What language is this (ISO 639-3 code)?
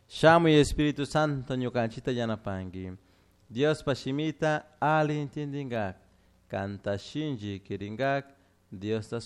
qug